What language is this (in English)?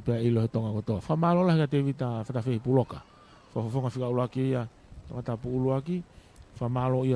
Tongan